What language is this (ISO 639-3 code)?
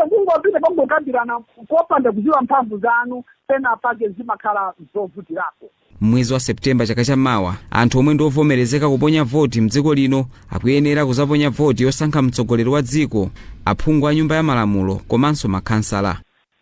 nya